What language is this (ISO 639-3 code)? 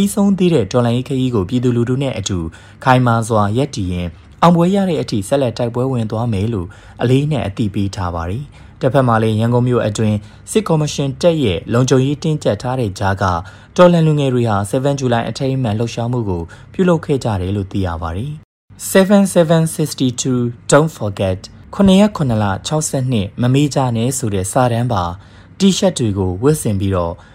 mya